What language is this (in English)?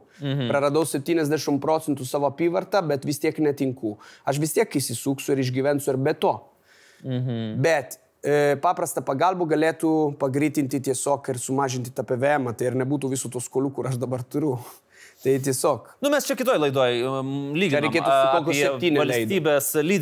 Lithuanian